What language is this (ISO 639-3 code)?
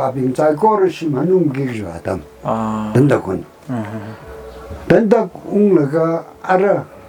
nmf